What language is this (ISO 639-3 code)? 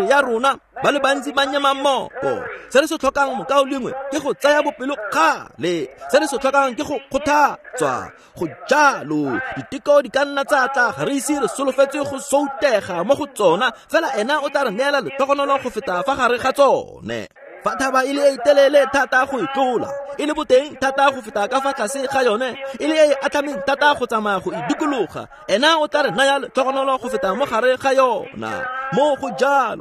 tsn